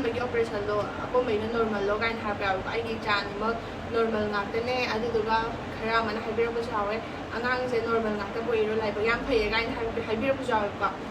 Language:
Manipuri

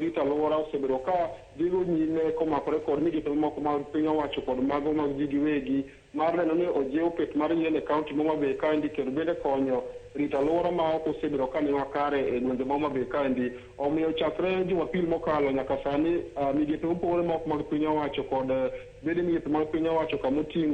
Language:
Luo (Kenya and Tanzania)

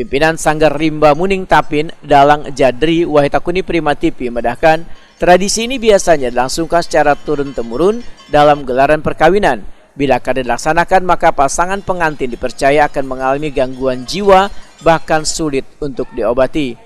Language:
Banjar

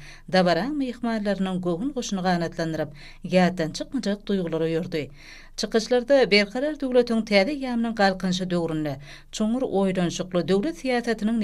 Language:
Turkmen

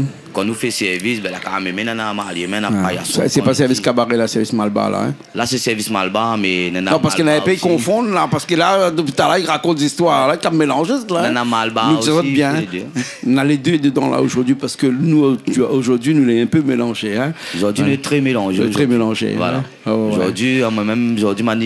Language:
Réunion Creole French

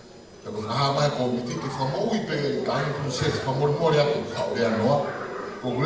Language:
Tongan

